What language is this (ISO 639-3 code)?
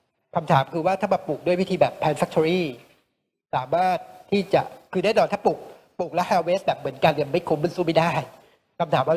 tha